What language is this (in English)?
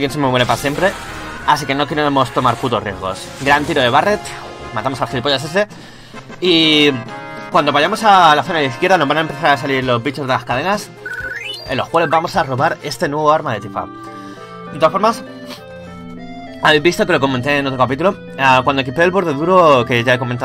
Spanish